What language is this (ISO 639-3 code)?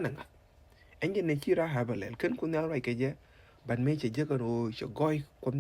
nus